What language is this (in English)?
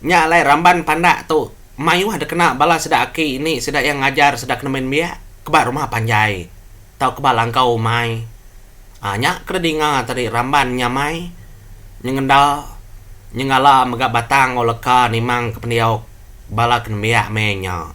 Iban